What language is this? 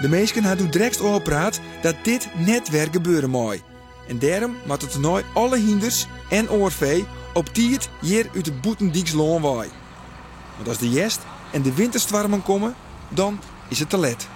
Western Frisian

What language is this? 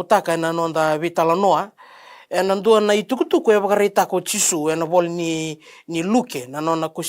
Fijian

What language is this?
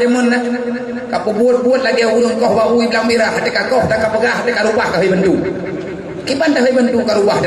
Achinese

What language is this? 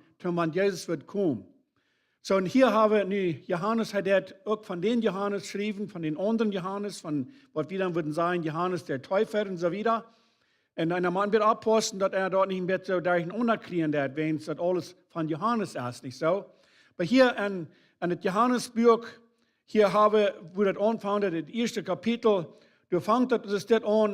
Plautdietsch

